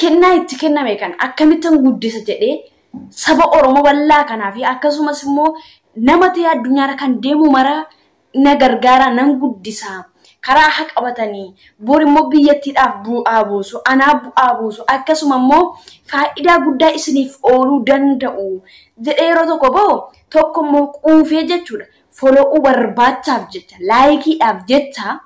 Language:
Oromo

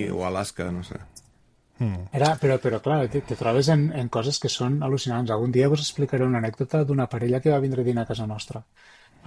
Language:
Catalan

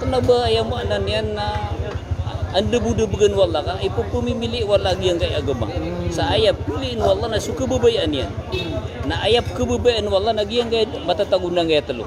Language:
Maranao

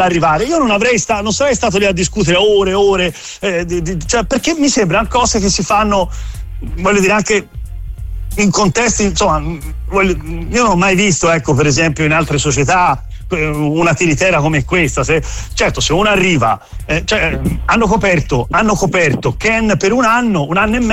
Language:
Italian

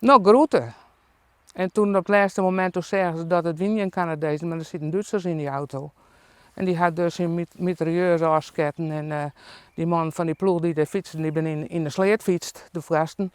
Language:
Western Frisian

